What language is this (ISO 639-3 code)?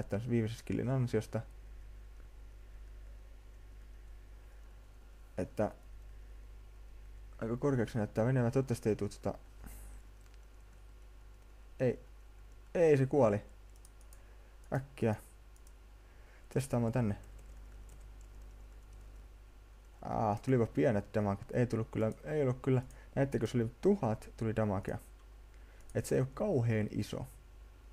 fin